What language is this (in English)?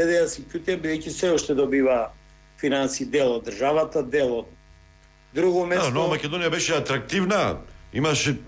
Macedonian